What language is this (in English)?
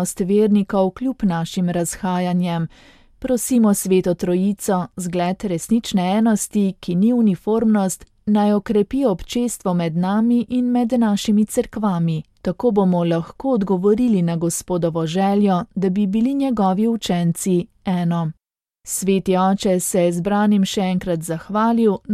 Slovenian